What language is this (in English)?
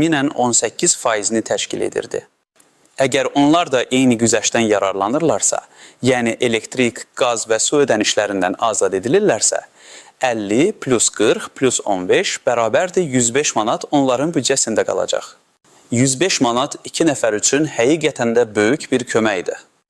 Azerbaijani